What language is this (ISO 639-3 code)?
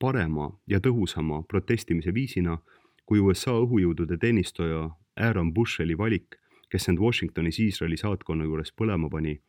est